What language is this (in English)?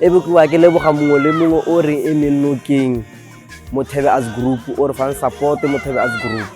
Northern Sotho